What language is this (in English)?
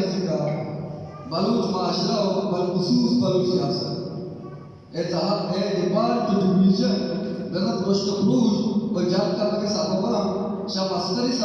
Baluchi